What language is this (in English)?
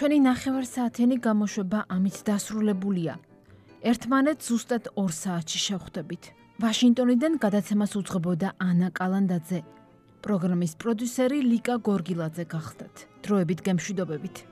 Georgian